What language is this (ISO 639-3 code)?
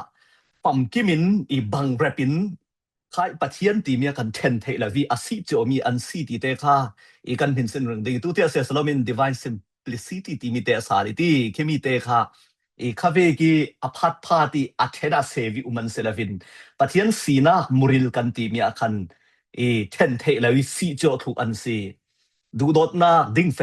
cfm